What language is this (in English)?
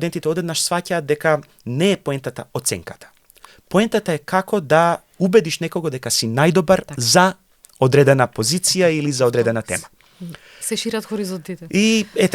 Macedonian